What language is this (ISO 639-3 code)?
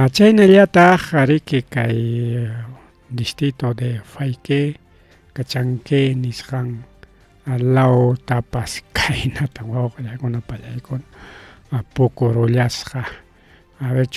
quy